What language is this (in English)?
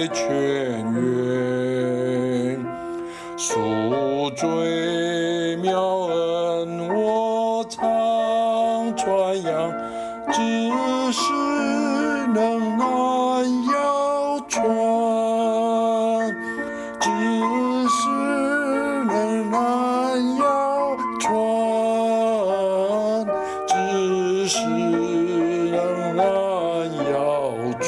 Chinese